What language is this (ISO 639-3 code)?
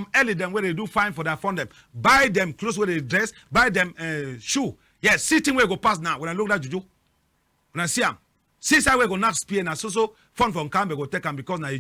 wes